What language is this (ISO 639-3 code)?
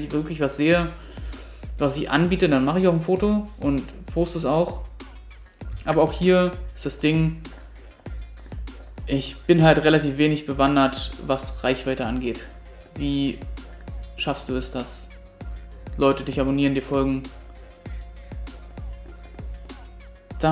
deu